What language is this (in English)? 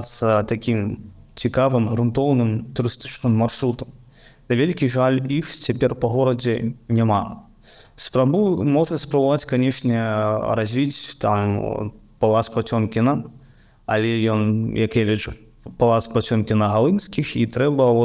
Belarusian